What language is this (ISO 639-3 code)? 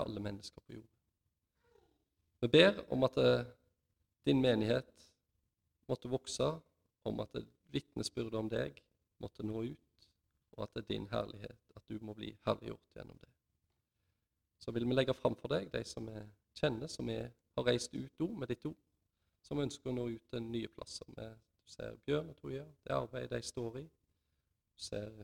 nor